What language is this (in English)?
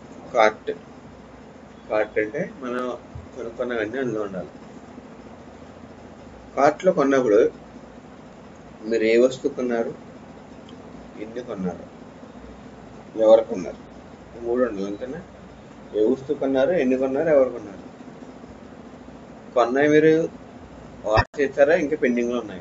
Telugu